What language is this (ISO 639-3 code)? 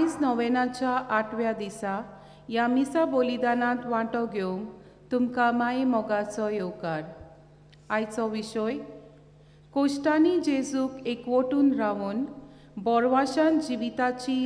kok